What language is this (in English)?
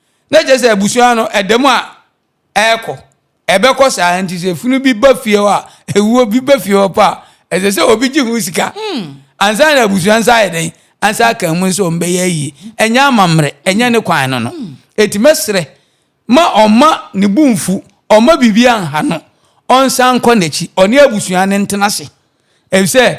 Akan